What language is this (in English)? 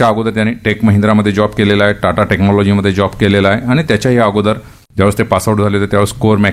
Marathi